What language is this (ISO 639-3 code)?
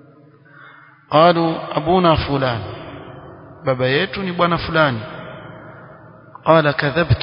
swa